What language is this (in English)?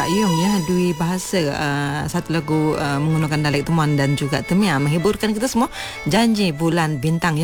Malay